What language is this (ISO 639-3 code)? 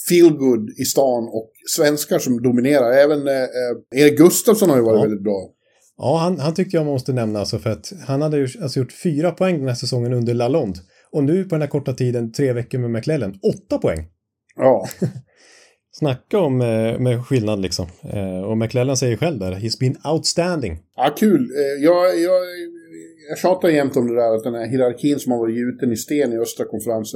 swe